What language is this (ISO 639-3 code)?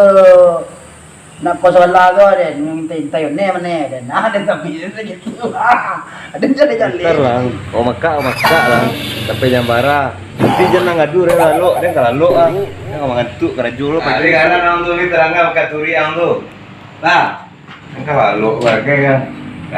min